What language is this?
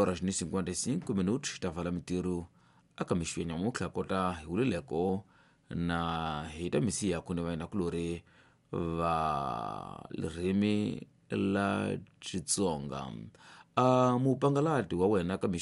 Tsonga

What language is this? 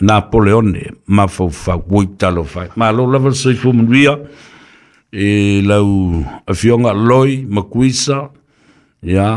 Samoan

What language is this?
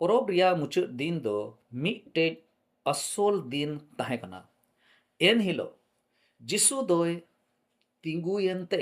Santali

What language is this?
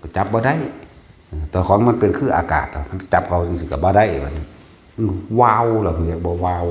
Northeastern Thai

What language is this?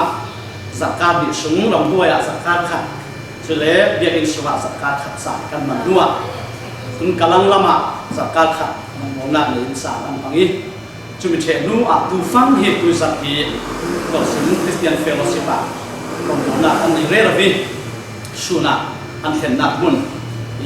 Falam Chin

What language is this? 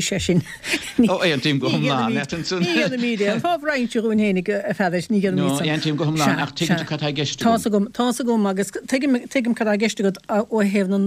Irish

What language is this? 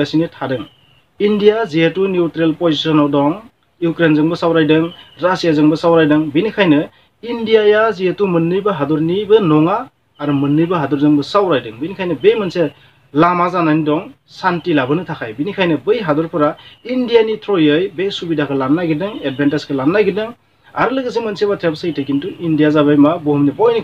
Bodo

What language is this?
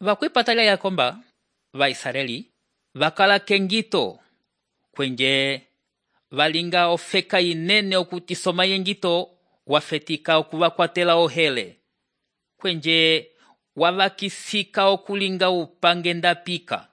Umbundu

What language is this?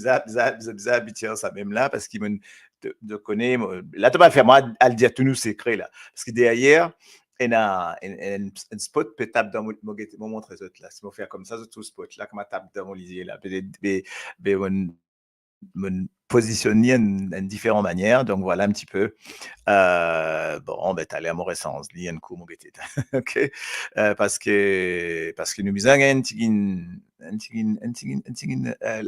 Morisyen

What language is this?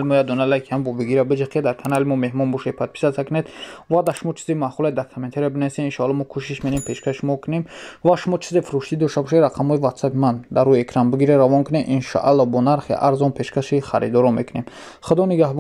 Tajik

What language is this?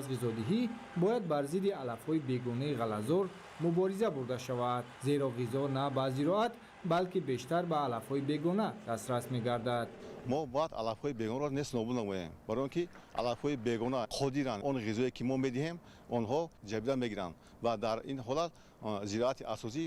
Tajik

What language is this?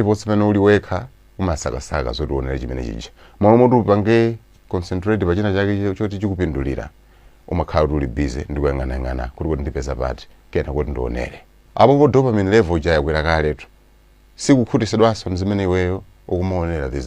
Nyanja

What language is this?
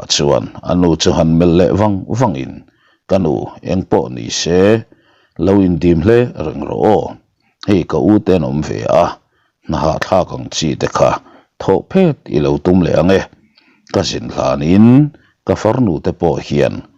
Mizo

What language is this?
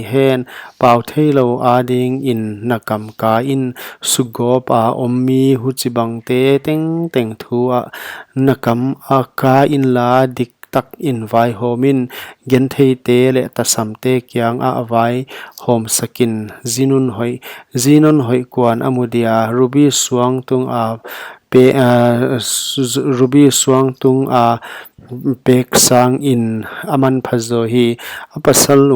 Paite Chin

